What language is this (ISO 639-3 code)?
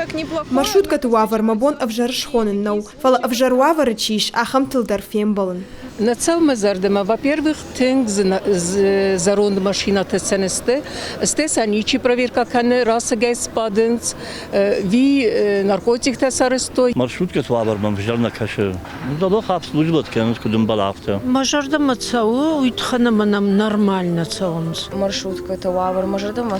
oss